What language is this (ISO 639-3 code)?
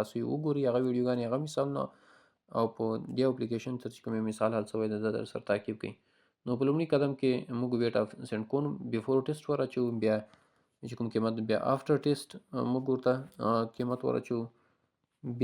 pus